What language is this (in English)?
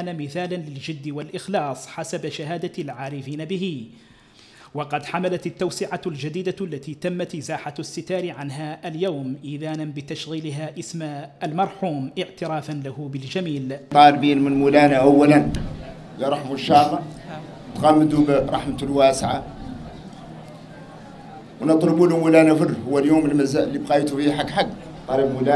Arabic